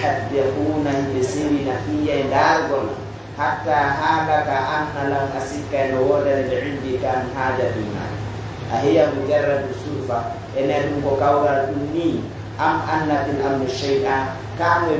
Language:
Pular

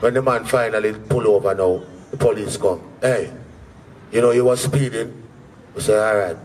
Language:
Jamaican Creole English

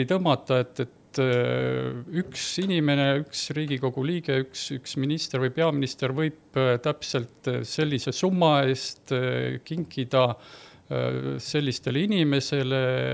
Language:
Estonian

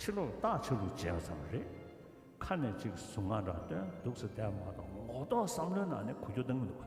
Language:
Tibetan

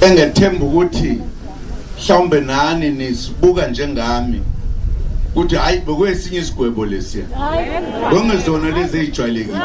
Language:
Zulu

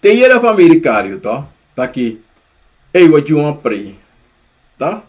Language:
Sranan Tongo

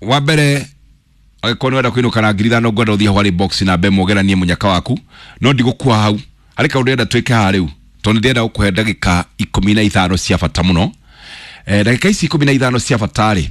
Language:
Kikuyu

